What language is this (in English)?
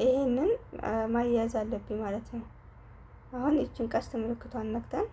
Amharic